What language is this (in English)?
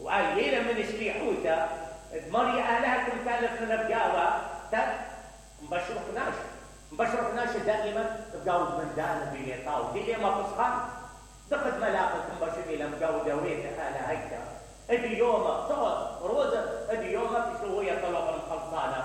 Mesopotamian Arabic